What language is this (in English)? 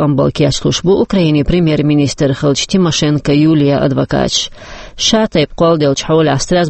Chechen